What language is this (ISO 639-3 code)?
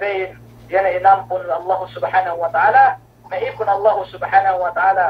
yka